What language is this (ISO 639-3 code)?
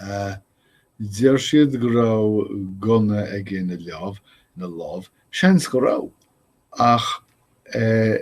gle